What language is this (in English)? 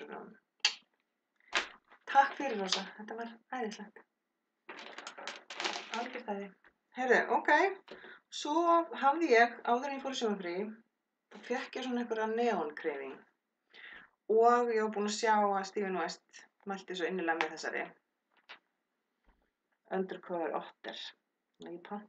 Icelandic